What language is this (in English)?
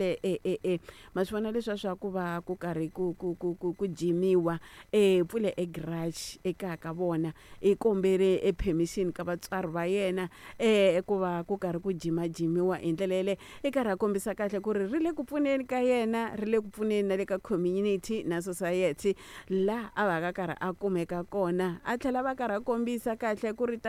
Tsonga